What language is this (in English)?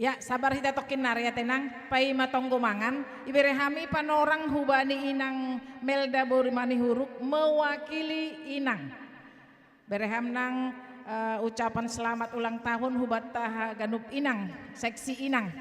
Batak Simalungun